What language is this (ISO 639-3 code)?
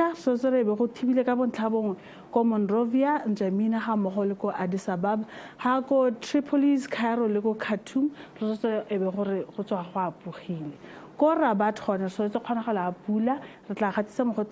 tsn